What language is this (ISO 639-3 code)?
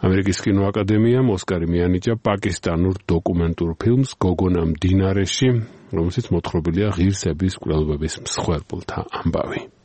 kat